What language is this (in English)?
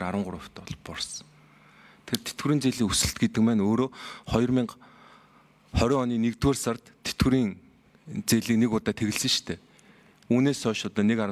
Mongolian